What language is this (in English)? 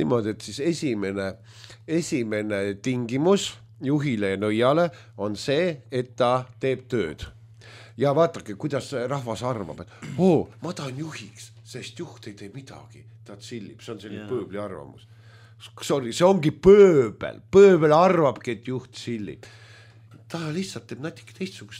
Estonian